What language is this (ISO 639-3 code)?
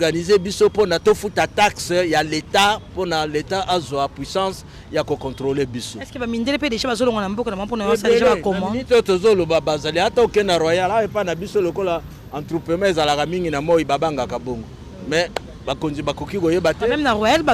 lin